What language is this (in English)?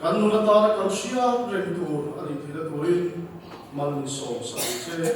Mizo